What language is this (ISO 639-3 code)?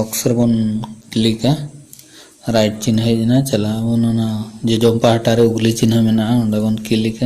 sat